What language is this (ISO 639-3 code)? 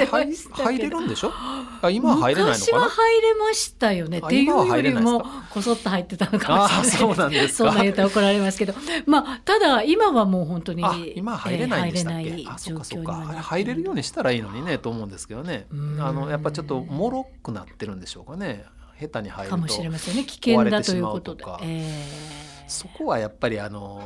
jpn